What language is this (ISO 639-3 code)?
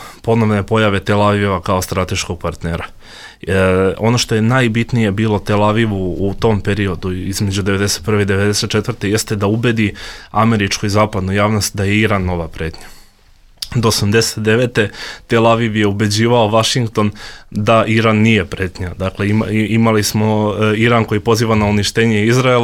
bos